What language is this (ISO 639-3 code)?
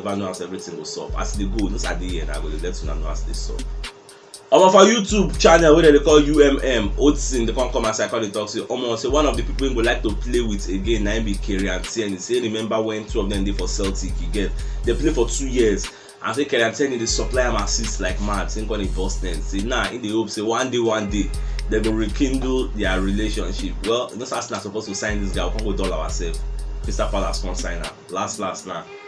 pcm